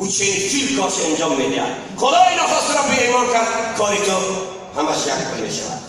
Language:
Tajik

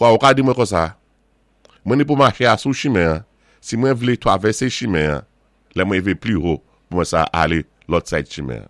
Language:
Saint Lucian Creole French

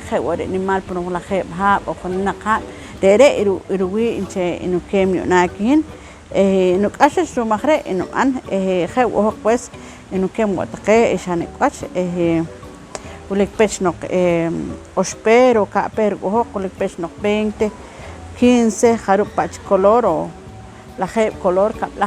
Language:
Poqomchi'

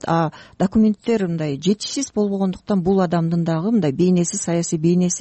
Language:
Kyrgyz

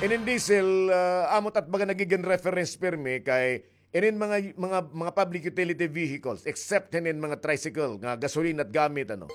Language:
Waray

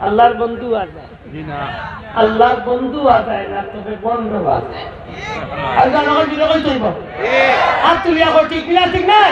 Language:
Sylheti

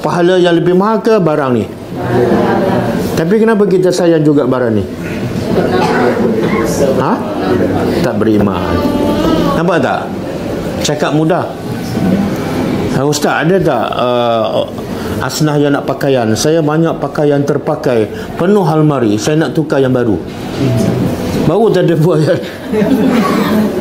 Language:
Malay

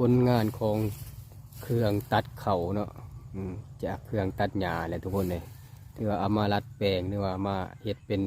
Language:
Lao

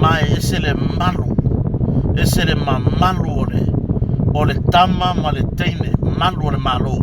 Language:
Samoan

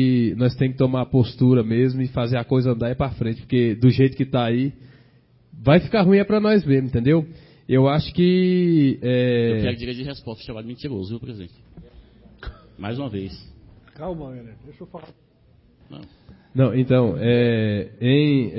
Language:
Portuguese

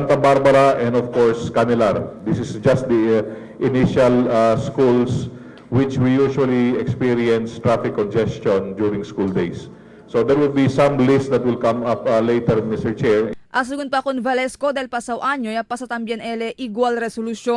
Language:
Chavacano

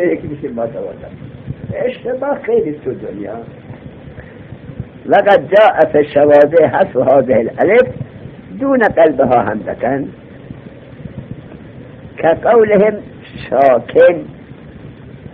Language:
Persian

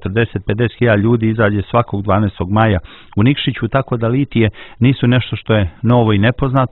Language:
Serbian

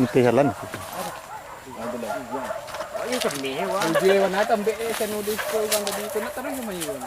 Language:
Minangkabau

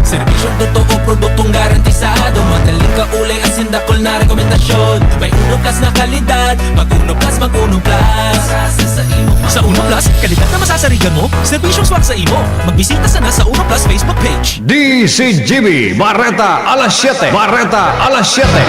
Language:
Bikol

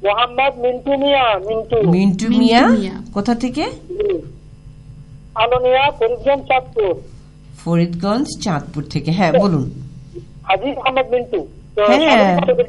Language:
Bangla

